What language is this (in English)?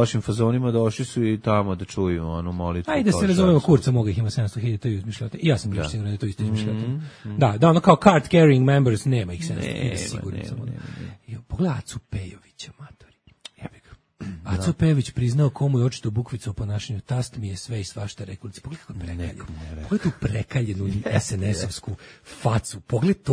Serbian